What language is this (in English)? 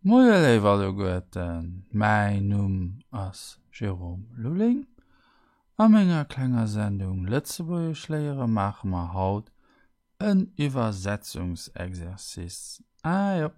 Luxembourgish